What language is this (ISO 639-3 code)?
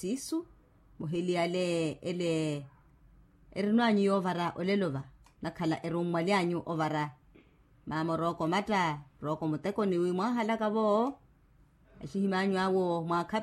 vmw